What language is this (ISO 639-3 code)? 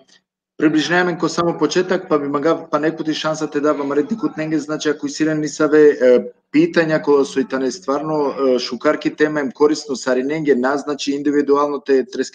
rmn